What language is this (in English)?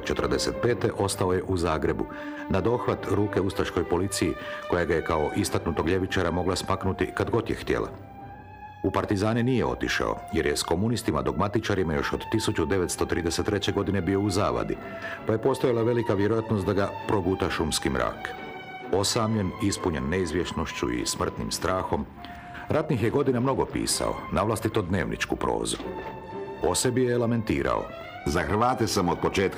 Croatian